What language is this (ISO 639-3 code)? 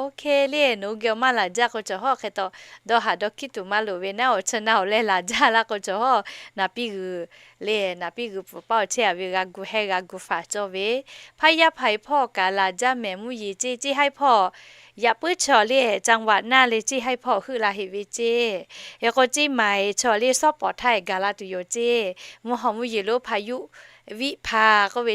lhu